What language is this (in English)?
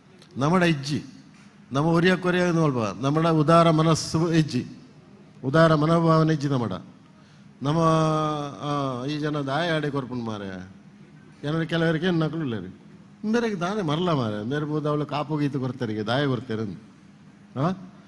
Tulu